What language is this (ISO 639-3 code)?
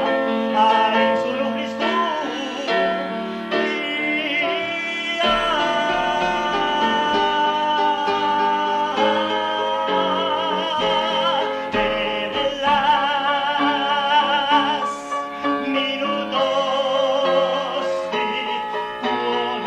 fin